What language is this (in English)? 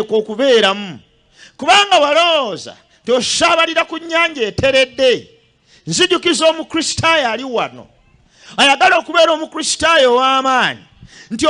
Ganda